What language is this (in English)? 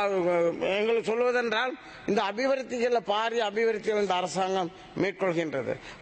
Tamil